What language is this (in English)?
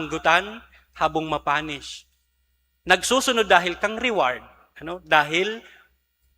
Bikol